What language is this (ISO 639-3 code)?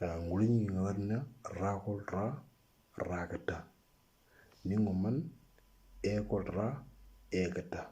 mor